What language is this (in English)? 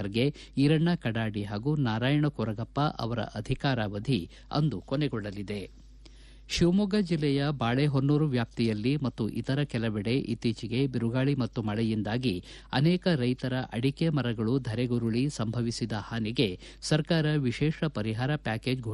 Kannada